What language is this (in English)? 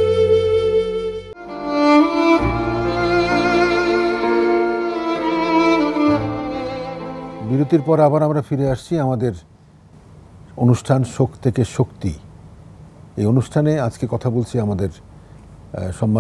Bangla